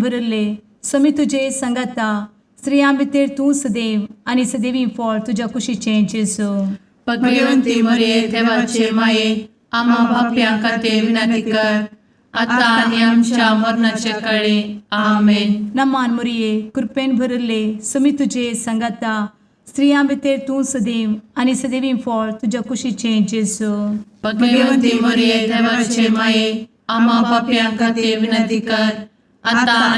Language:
Konkani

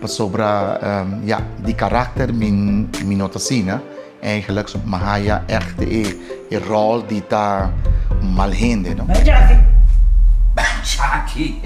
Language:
Papiamento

